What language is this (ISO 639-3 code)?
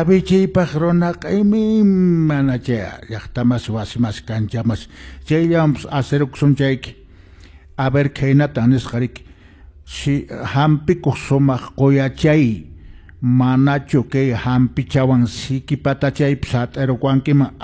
que